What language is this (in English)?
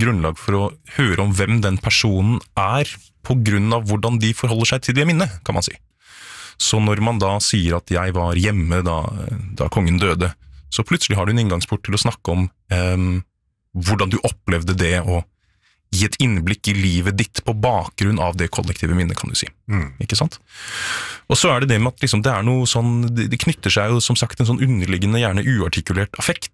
Norwegian